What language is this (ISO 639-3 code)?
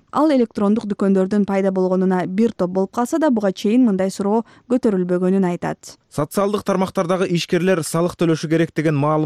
kir